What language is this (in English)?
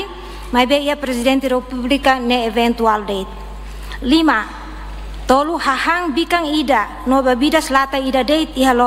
Tetum